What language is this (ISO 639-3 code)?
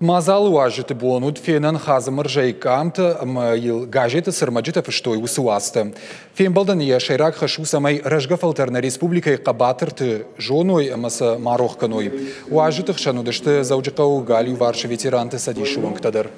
oss